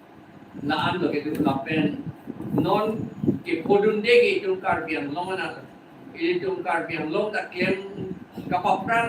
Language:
Karbi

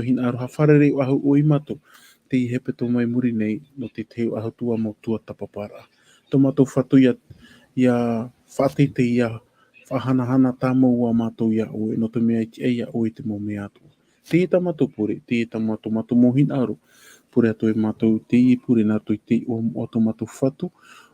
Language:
Tahitian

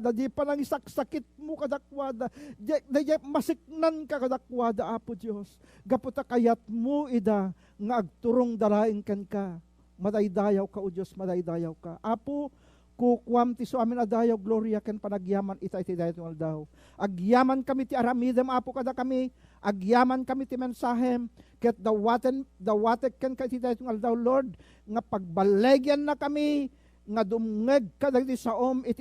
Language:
Iloko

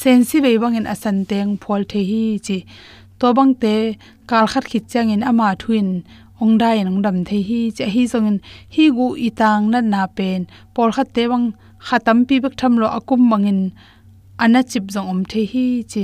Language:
Tedim Chin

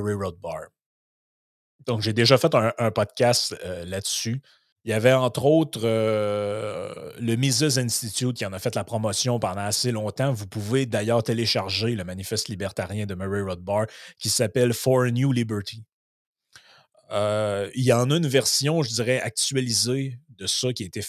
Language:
French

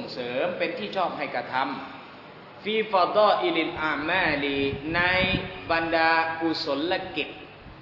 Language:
Thai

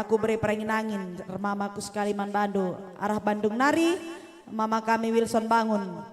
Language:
Batak Karo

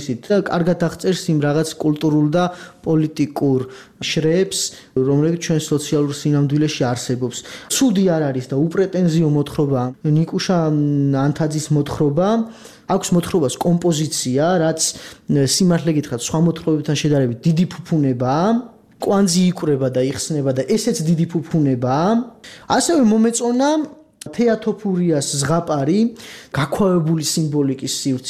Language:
Georgian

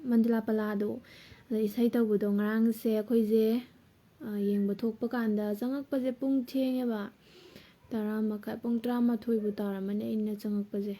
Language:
Manipuri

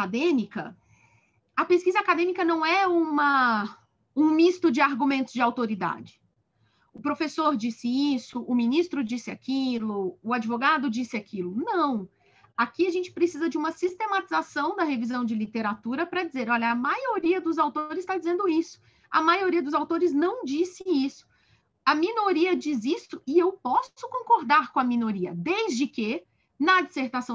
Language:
Portuguese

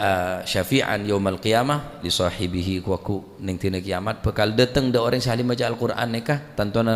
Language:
Madurese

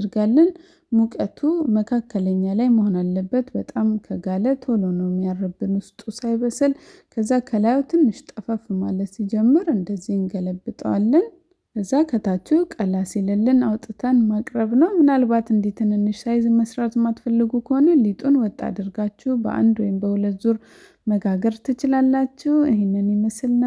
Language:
Amharic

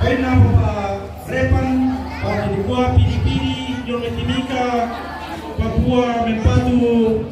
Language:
Toraja-Sa'dan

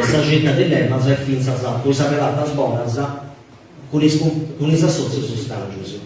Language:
Sardinian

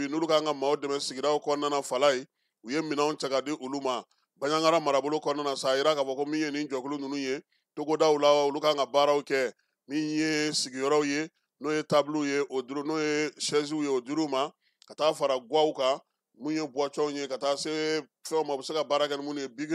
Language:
Bambara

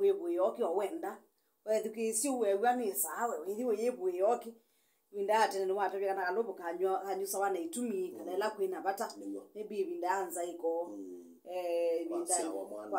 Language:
Kamba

